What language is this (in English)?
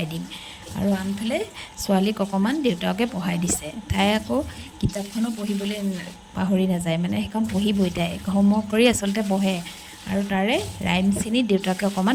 Assamese